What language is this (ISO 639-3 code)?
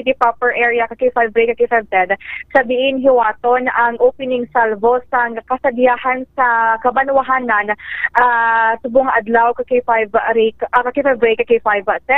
hil